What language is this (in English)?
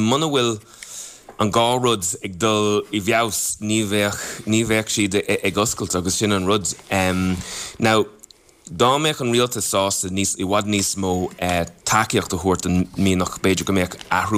Irish